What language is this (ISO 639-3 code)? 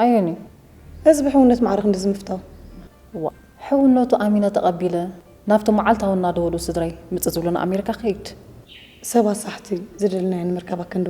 tir